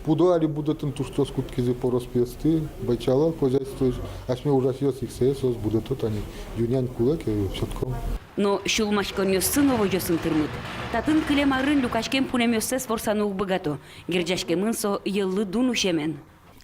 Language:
Udmurt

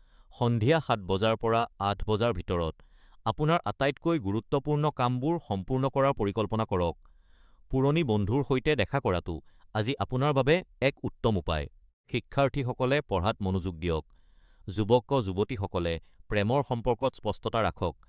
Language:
Assamese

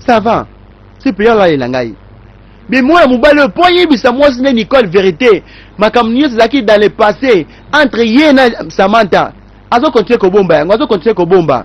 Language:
Lingala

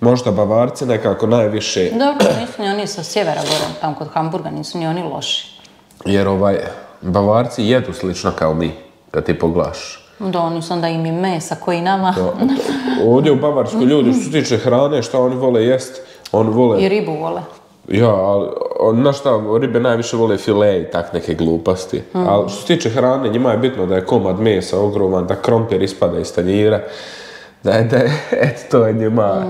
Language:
Croatian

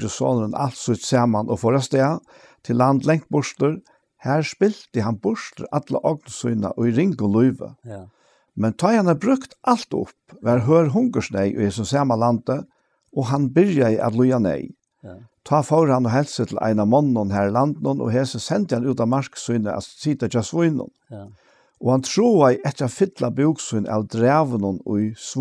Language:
Faroese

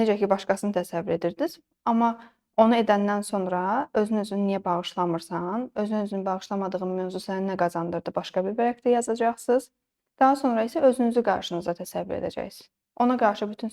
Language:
Azerbaijani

